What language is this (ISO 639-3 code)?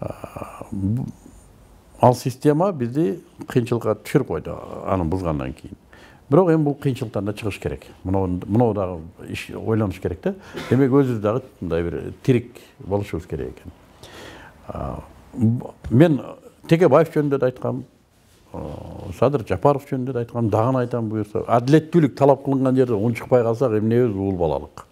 kir